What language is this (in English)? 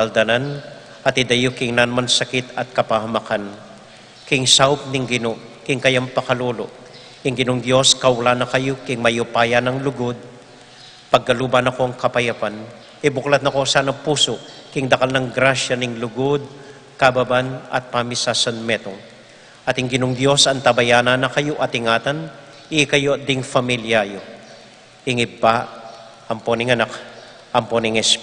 Pampanga